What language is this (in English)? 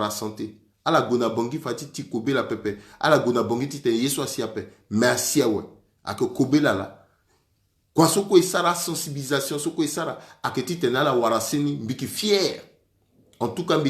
Sango